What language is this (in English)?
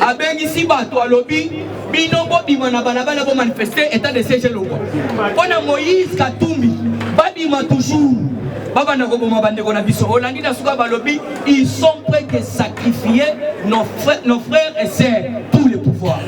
Lingala